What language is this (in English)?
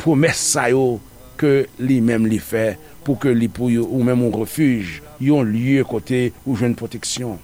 Haitian Creole